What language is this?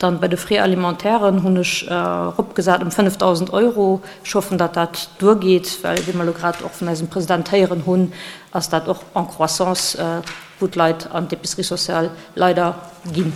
Luxembourgish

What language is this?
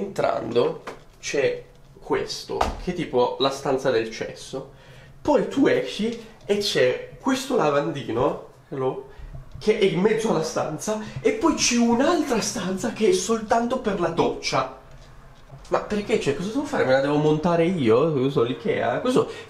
Italian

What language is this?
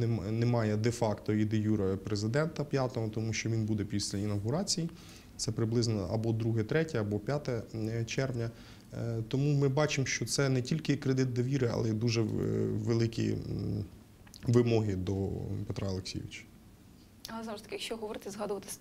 Ukrainian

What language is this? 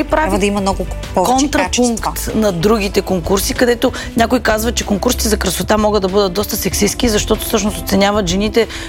Bulgarian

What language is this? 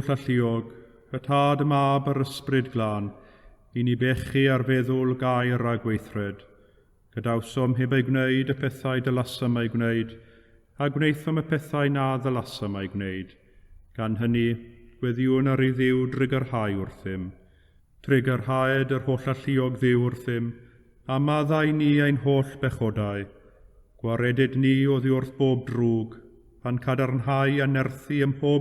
Welsh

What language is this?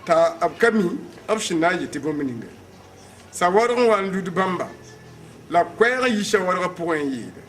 Mossi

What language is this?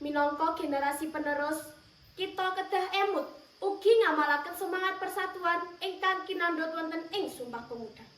Javanese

